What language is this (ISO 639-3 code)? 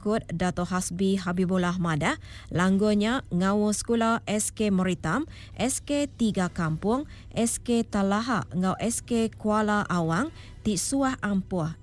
iba